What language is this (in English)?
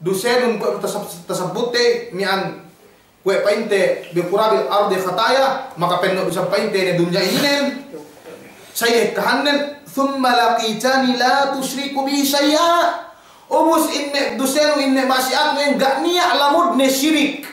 Yakan